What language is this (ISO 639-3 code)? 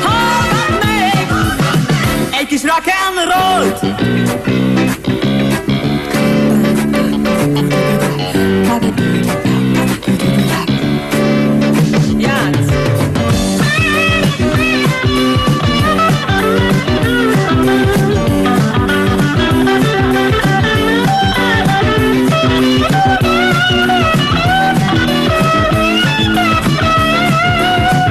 hun